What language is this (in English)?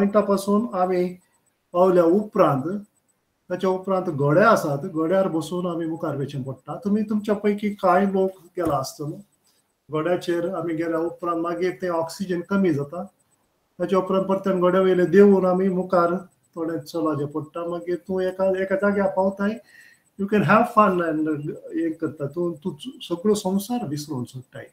Konkani